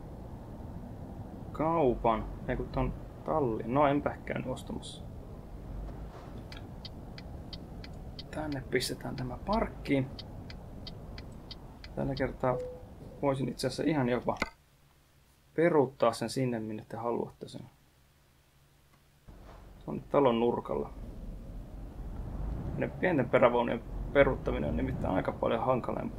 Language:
Finnish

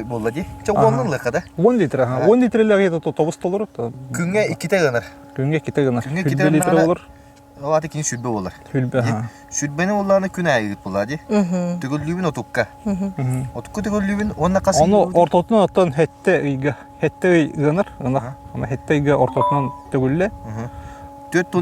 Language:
Yakut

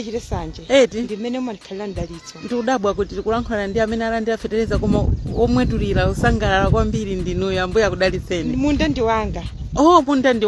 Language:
Nyanja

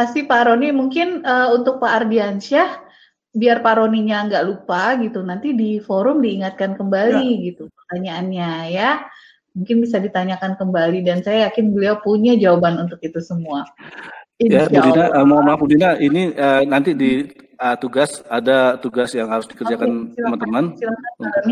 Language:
Indonesian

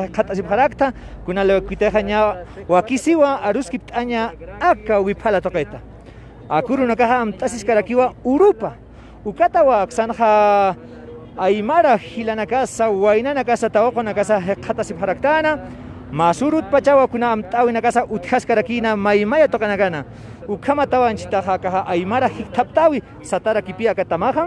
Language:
Aymara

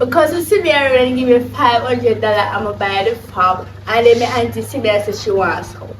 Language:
Jamaican Creole English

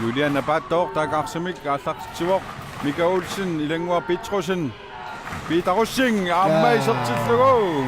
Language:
Kalaallisut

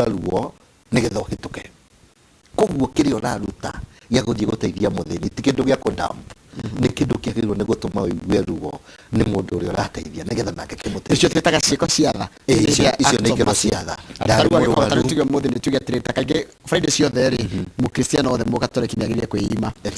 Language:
Kikuyu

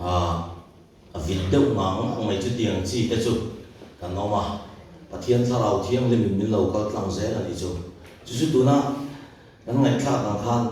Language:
Mizo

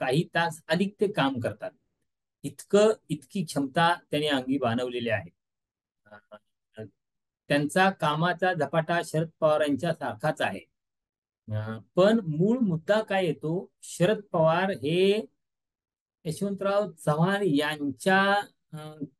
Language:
Marathi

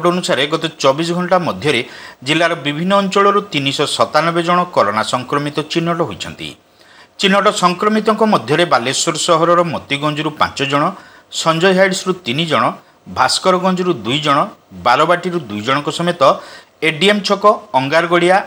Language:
Odia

